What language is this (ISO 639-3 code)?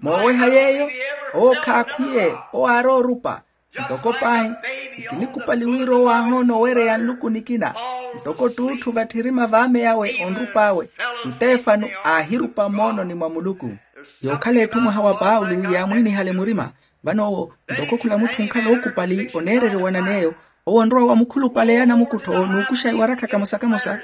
vmw